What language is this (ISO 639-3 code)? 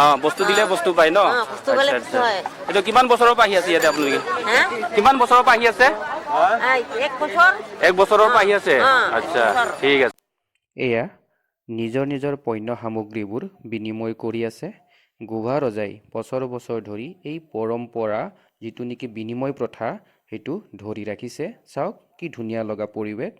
asm